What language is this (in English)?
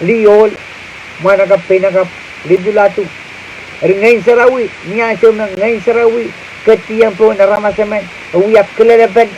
Pohnpeian